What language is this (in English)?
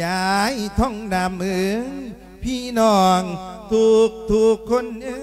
Lao